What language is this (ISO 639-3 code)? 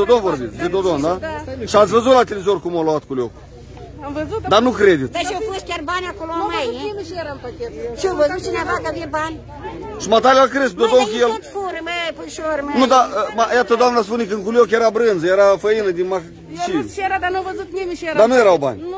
ron